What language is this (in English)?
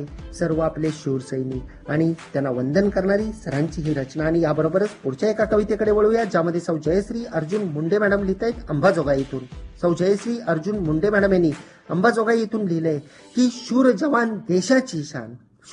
Marathi